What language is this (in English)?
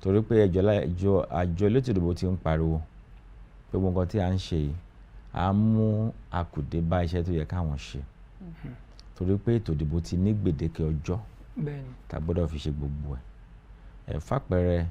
Yoruba